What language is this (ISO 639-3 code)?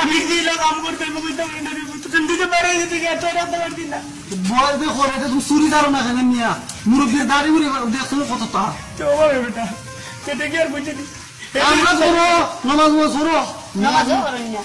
syl